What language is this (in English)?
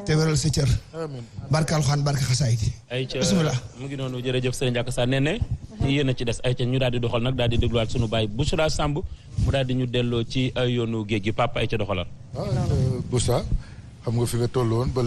Wolof